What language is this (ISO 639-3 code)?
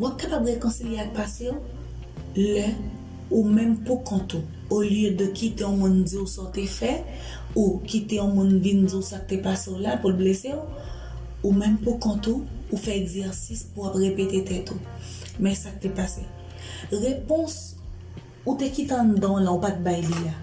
hat